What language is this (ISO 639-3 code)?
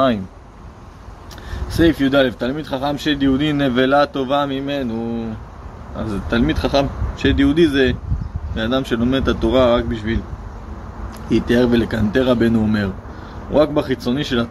heb